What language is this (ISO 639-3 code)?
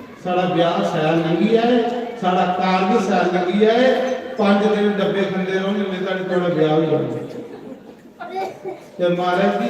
doi